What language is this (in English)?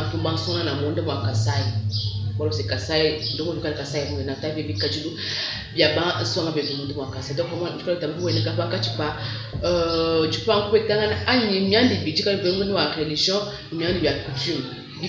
Luba-Lulua